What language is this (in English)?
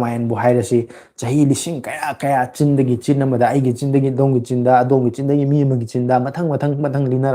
Manipuri